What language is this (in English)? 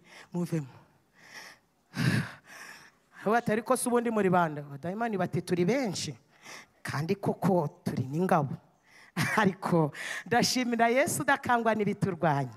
Kinyarwanda